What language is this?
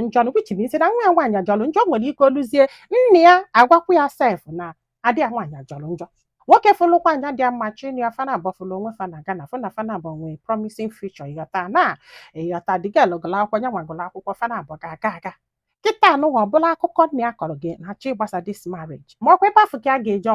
Igbo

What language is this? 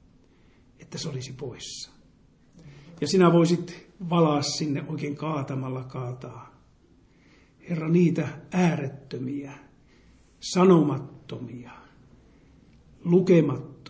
Finnish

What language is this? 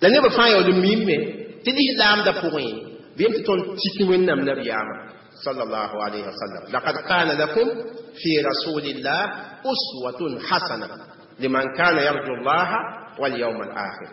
Mossi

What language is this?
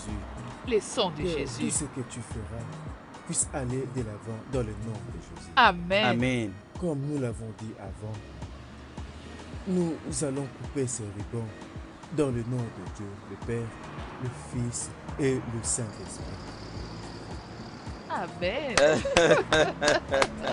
French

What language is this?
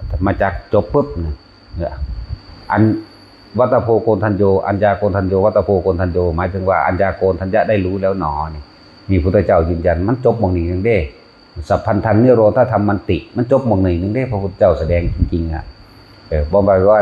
Northeastern Thai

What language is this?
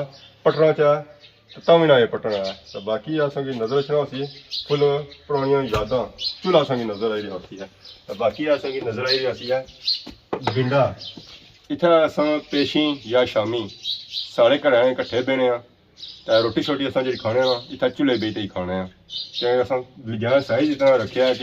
Pahari-Potwari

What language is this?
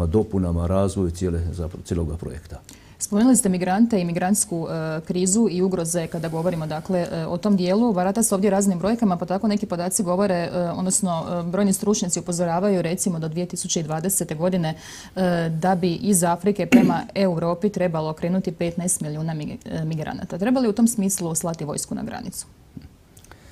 Croatian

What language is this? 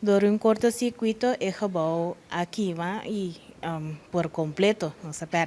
Papiamento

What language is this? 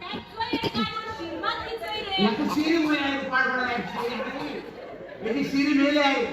Konkani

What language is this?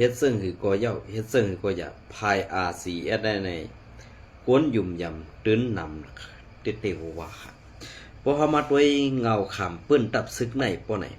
Shan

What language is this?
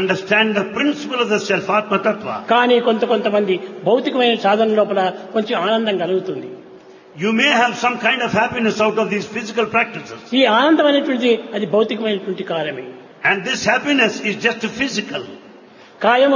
Telugu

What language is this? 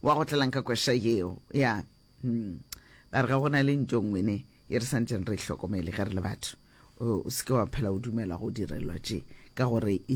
Northern Sotho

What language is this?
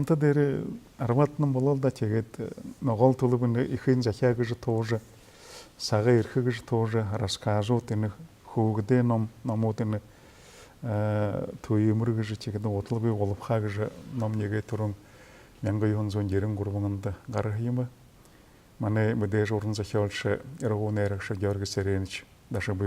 Buriat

